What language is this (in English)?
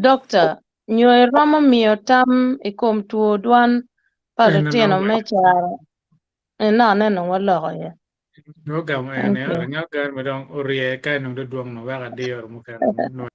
Acoli